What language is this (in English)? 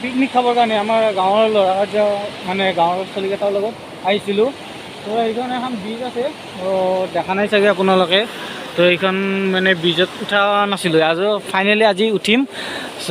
Assamese